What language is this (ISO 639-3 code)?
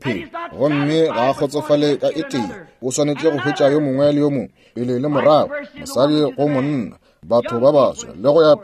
nso